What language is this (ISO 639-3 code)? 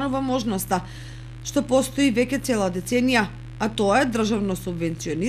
mkd